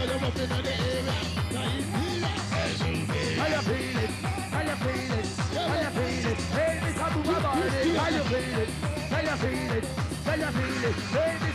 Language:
English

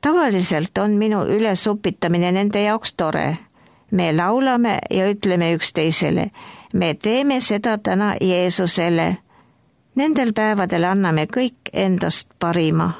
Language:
Estonian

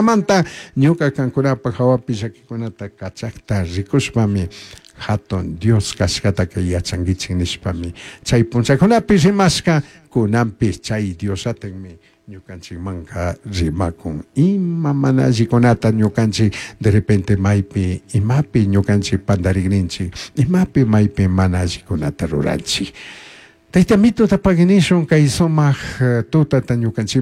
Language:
Chimborazo Highland Quichua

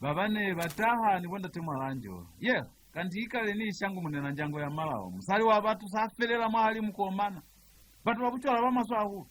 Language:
Lozi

